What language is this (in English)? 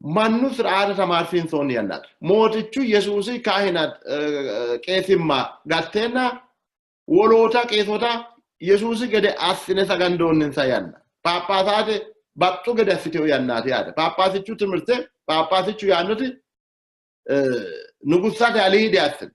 Sidamo